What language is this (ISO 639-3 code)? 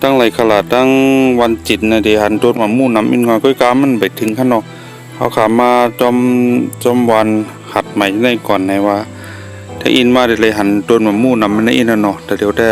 shn